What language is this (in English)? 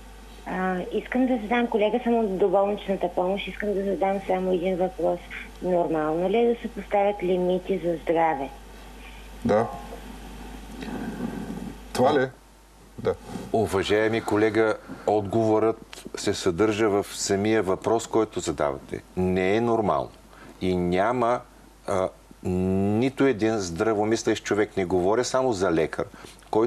Bulgarian